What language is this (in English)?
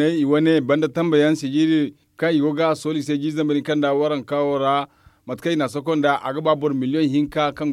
Zarma